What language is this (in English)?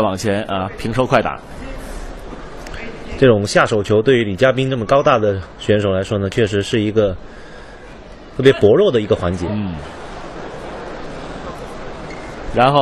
Chinese